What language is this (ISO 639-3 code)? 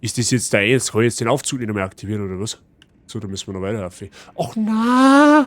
bar